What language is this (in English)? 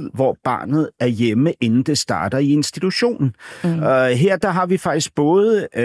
Danish